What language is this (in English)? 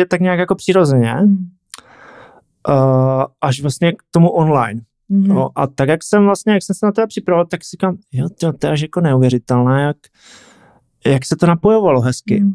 Czech